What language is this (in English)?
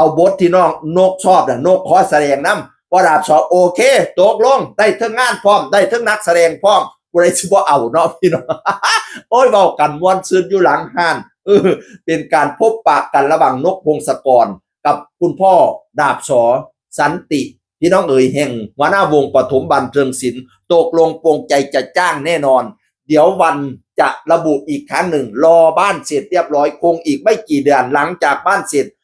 Northeastern Thai